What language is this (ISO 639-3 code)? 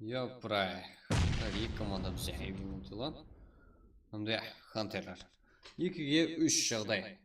kaa